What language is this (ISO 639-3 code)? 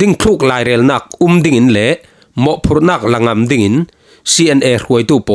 cfm